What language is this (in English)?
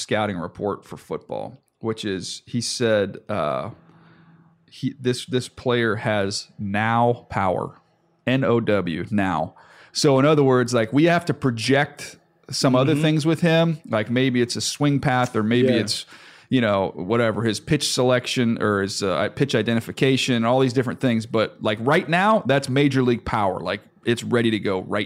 English